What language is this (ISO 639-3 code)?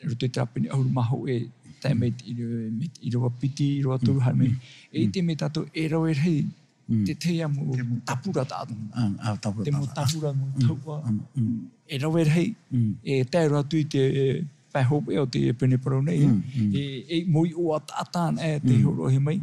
tah